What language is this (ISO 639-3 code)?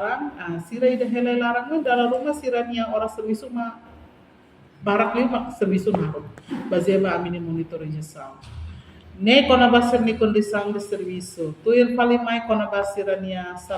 tet